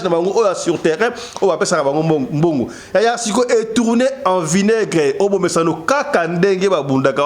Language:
Lingala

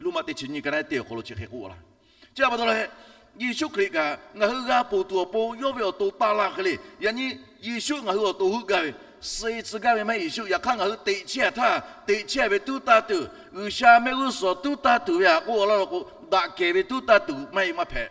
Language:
Lahu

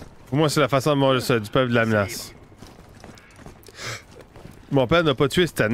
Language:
French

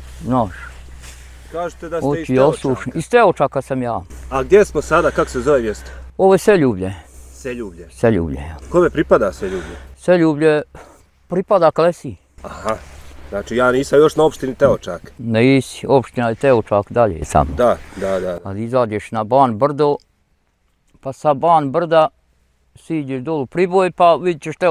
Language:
Bosnian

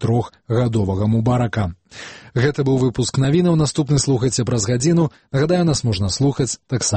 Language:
Belarusian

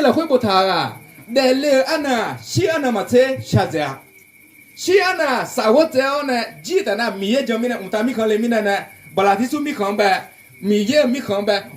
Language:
Akha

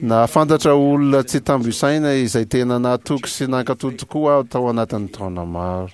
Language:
Malagasy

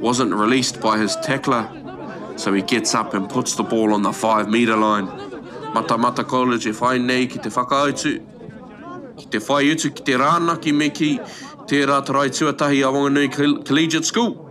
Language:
Māori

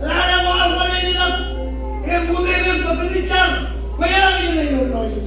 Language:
Marshallese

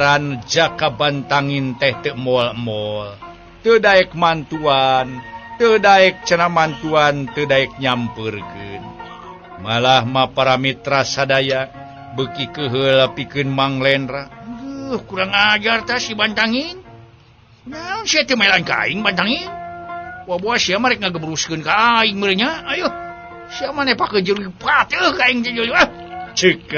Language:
Sundanese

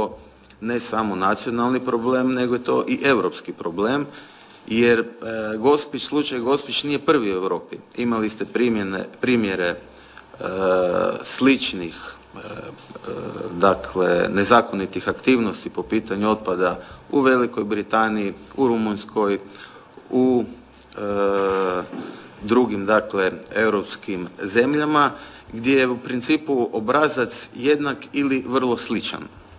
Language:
Croatian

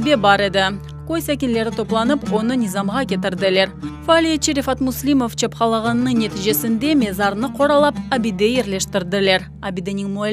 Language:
Crimean Tatar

